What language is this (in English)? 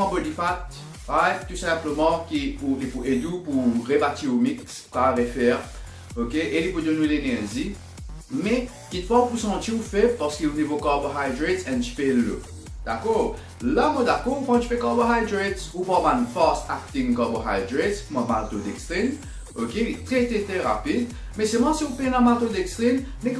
Morisyen